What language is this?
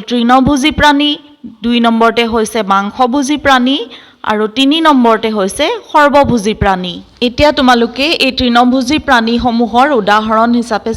Assamese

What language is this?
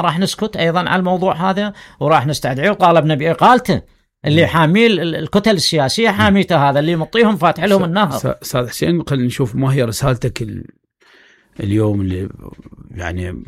Mesopotamian Arabic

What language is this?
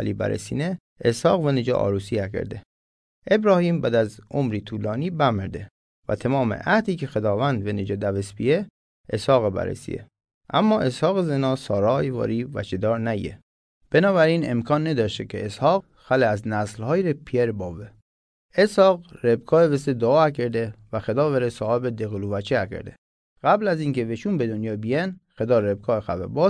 Mazanderani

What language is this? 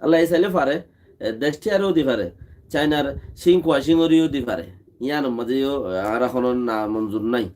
Rohingya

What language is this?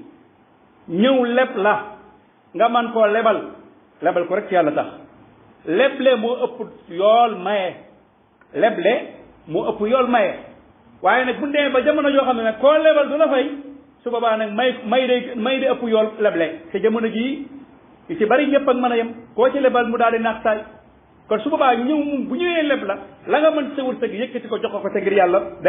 Wolof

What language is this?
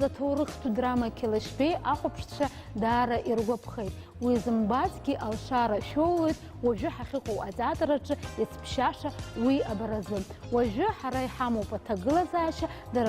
Abkhazian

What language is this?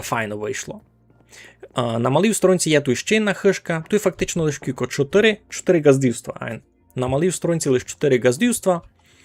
Rusyn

